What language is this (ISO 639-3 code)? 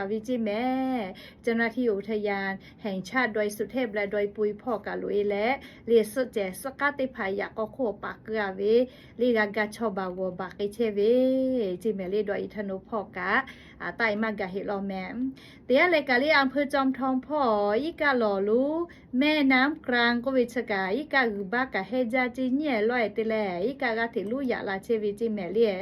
lhu